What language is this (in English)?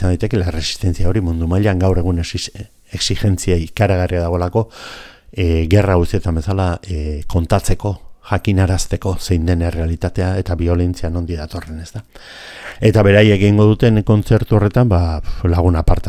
Basque